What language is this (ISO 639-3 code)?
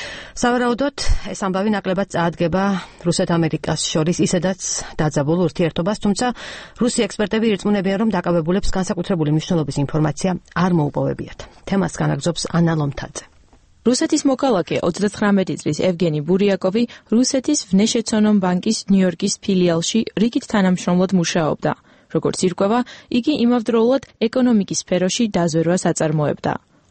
kat